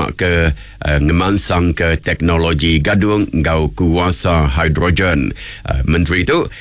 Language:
Iban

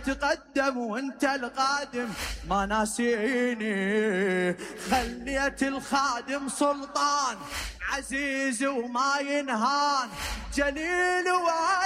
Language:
Mesopotamian Arabic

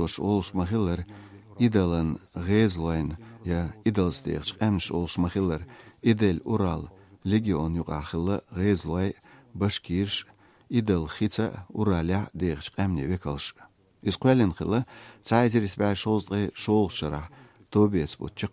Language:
Chechen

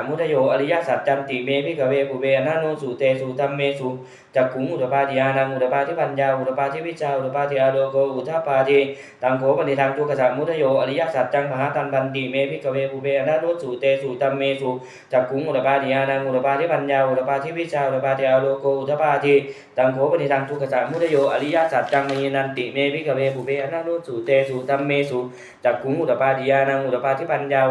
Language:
Pali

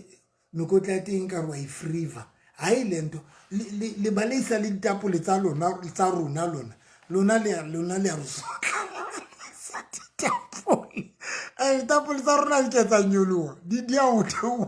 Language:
Southern Sotho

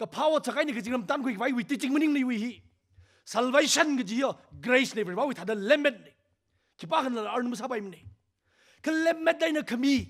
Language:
Tangkhul Naga (India)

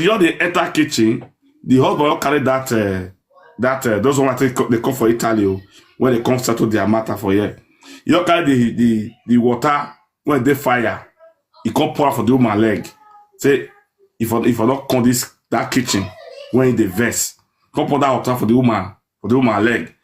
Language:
Nigerian Pidgin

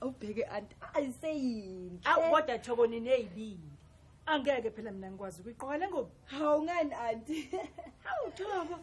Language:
Zulu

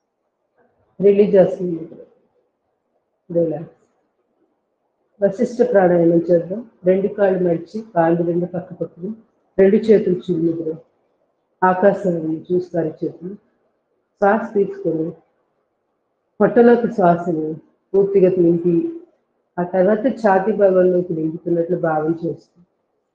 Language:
Telugu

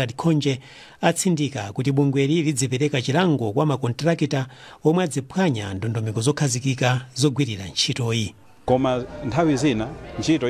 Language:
Nyanja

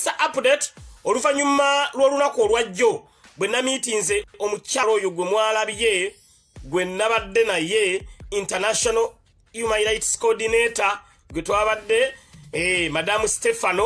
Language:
Ganda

